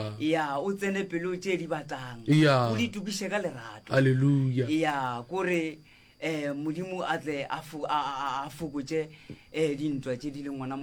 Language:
Northern Sotho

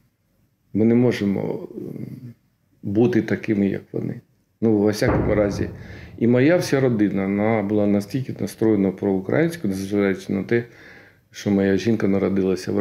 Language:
Ukrainian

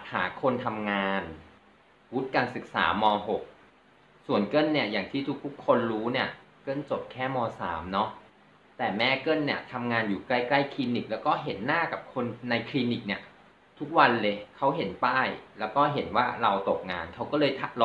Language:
Thai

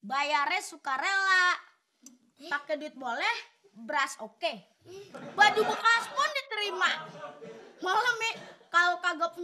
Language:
Betawi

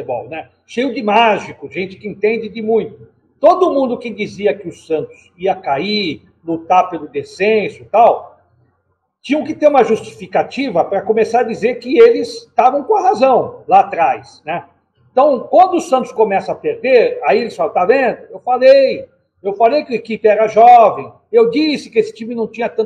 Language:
Portuguese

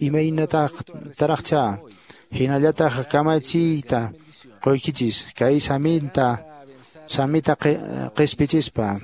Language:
Quechua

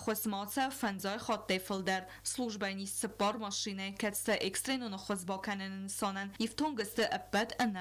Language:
Ossetic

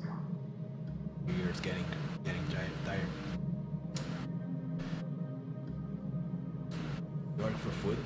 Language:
English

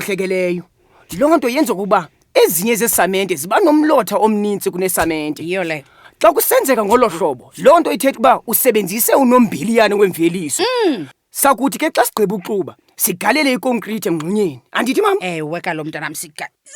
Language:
Xhosa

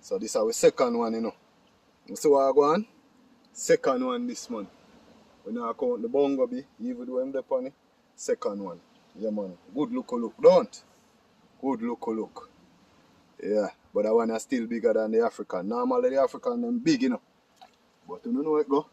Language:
Jamaican Creole English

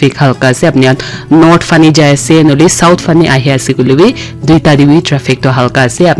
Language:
Naga Pidgin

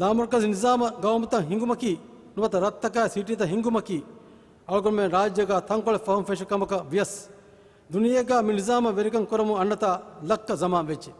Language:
Divehi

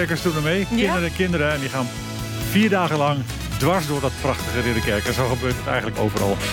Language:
Dutch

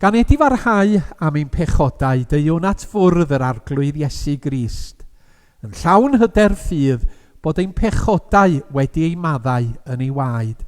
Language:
Welsh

